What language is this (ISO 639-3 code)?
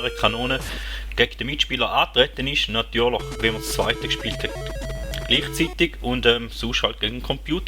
gsw